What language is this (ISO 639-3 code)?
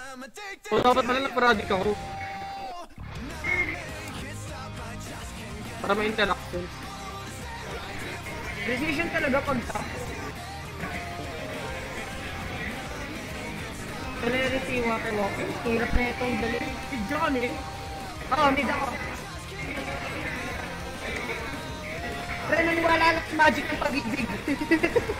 fil